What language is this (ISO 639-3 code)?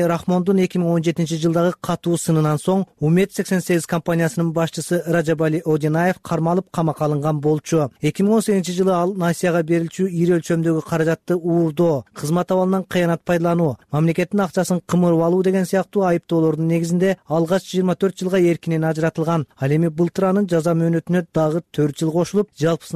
kir